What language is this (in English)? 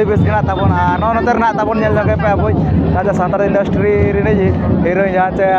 Santali